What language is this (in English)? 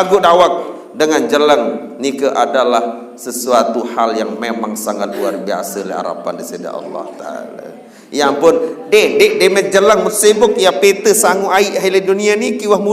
Sasak